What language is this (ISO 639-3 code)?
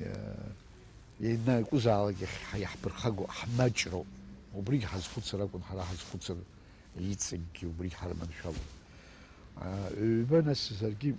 abk